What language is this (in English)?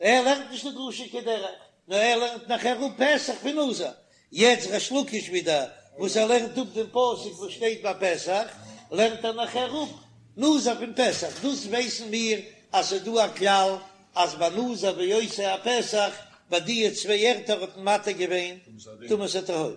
Yiddish